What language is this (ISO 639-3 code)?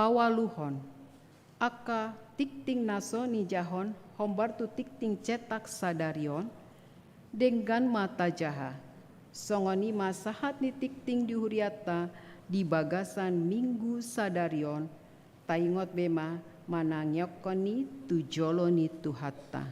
bbc